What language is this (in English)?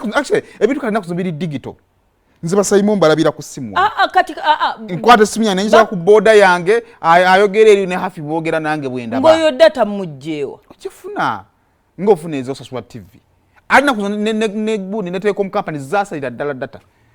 Ganda